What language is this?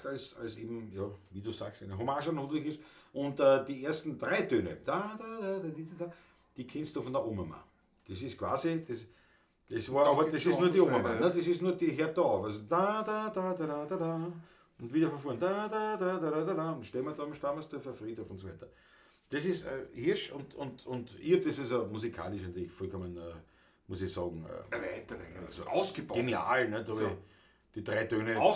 Bavarian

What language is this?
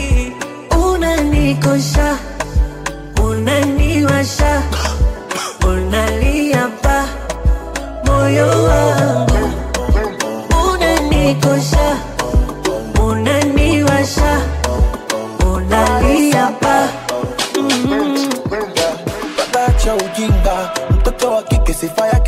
Swahili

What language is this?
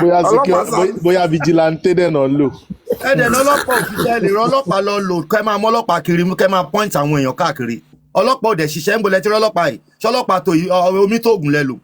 Yoruba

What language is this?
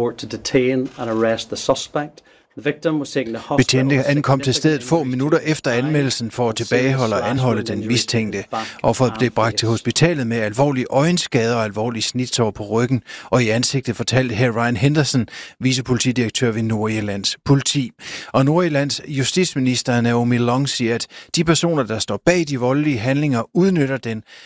Danish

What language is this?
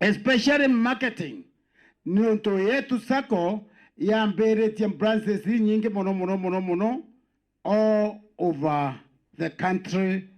Meru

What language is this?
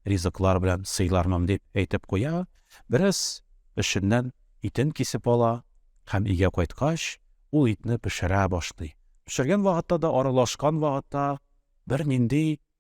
Tatar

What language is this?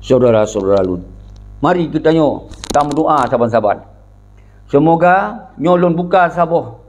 Achinese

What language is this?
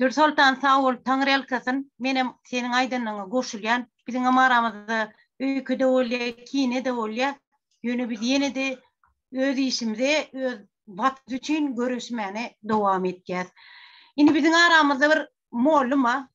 Turkmen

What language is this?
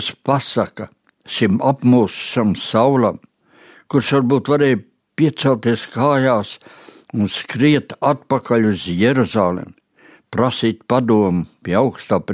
Latvian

